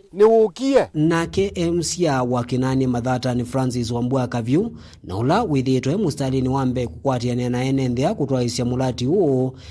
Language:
Kamba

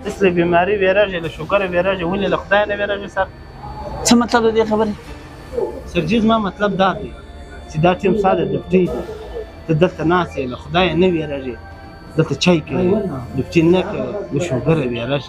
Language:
Pashto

